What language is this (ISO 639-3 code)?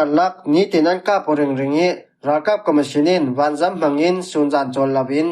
cfm